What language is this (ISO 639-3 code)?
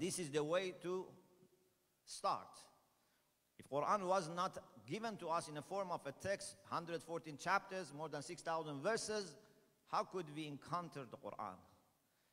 eng